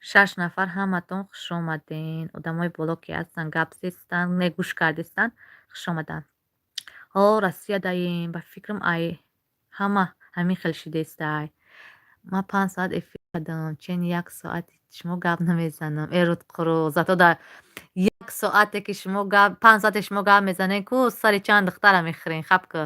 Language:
Tajik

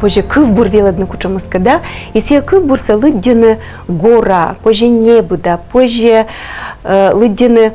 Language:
Komi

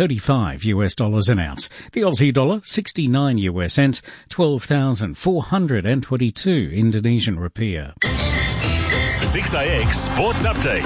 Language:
English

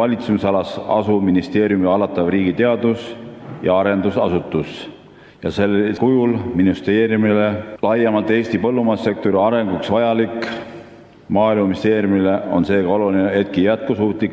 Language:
Estonian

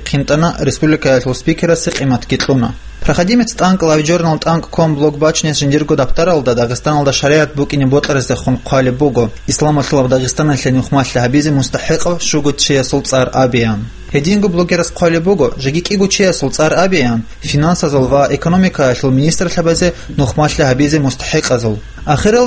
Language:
Avaric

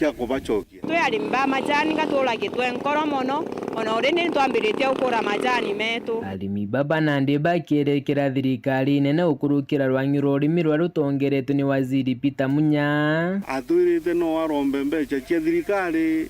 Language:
Meru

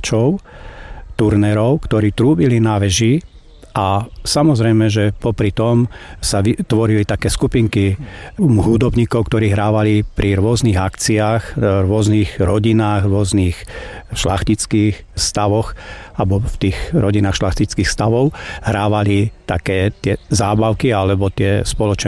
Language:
Slovak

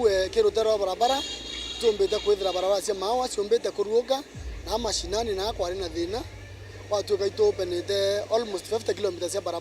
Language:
Meru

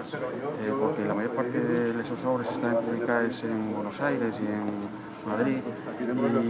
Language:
Asturian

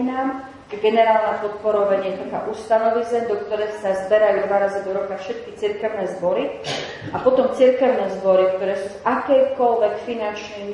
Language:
Slovak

